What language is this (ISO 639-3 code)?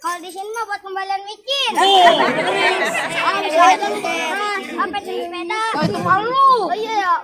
bew